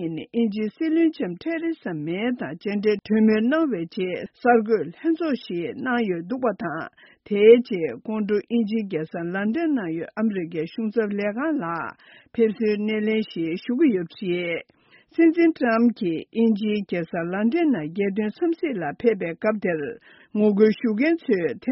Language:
Tibetan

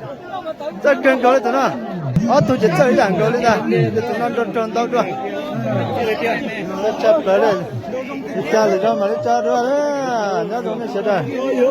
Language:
Hmong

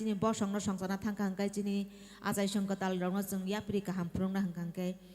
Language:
Kok Borok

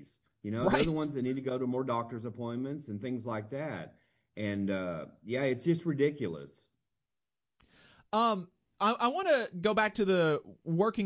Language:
English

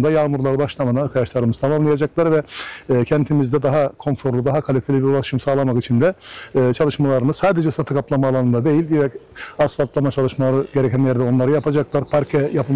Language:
Turkish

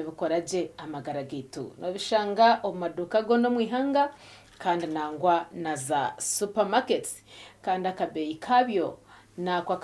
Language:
Nyankole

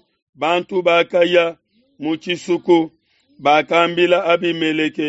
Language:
Luba-Lulua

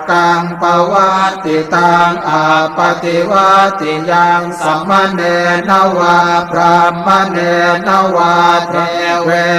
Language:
Pali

